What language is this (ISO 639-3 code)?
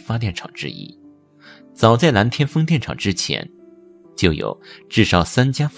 zho